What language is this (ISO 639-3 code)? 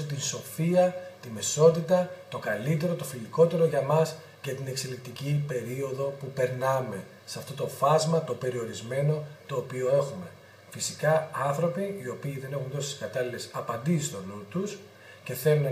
ell